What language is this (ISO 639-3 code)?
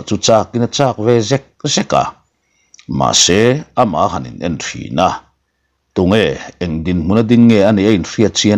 lus